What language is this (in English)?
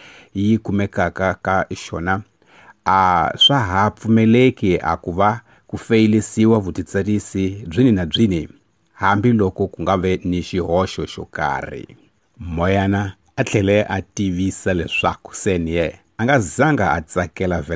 Tsonga